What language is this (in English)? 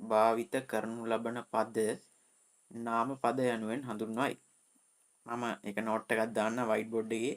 Sinhala